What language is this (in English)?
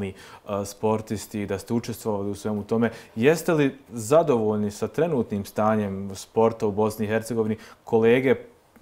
Bosnian